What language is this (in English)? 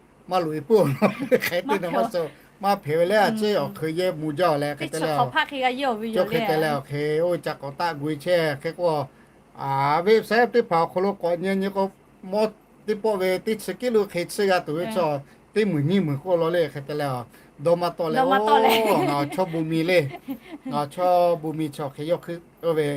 Lahu